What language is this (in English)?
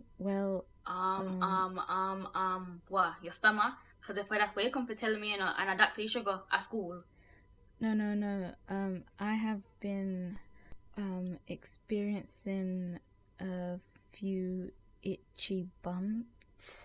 Jamaican Creole English